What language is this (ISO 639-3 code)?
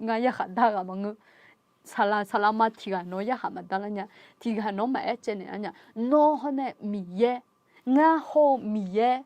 ahk